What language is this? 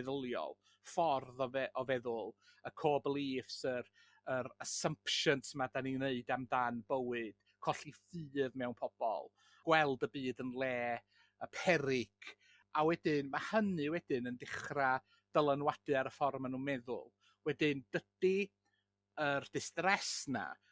Welsh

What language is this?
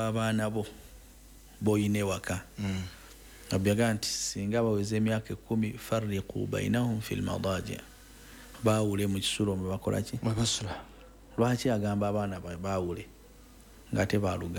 Ganda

